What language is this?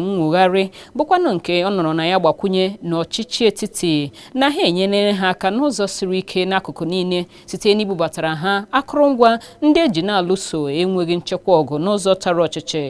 Igbo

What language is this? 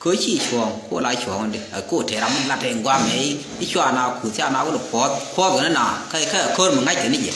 Nuer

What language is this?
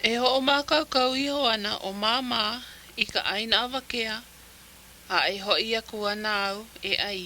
Hawaiian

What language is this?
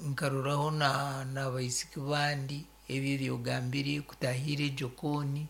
Nyoro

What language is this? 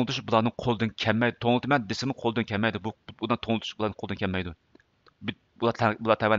Uyghur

